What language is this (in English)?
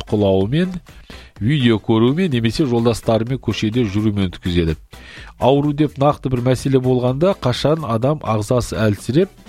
Kazakh